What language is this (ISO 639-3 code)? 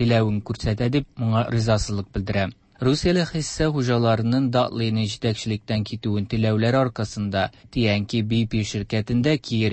tat